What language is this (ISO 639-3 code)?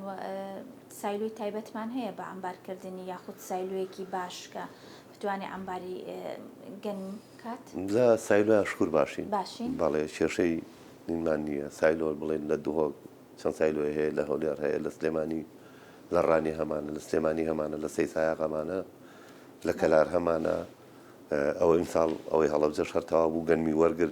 ckb